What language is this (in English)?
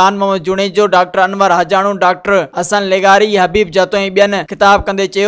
Sindhi